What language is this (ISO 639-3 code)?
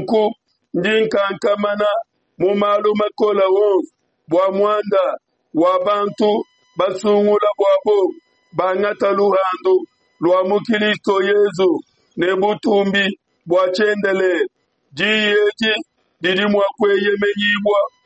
lua